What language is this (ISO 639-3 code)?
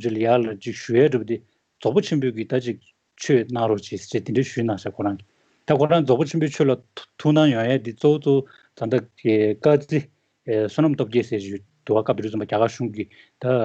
bod